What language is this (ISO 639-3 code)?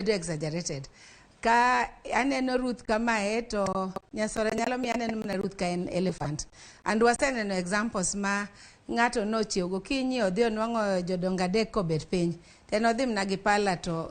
luo